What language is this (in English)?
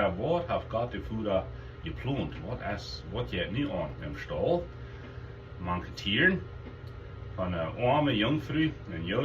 Plautdietsch